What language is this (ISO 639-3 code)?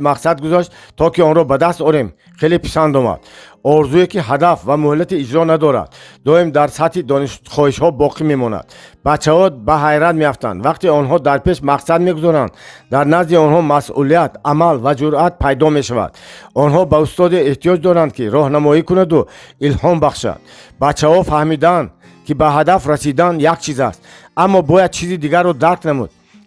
tgk